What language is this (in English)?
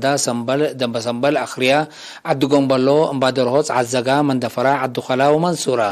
Tigre